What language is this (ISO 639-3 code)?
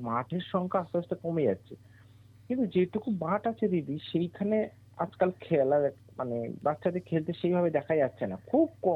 ben